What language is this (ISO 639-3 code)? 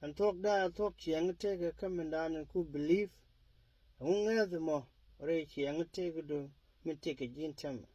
nus